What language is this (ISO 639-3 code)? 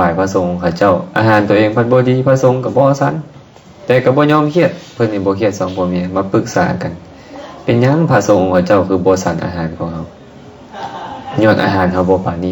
lao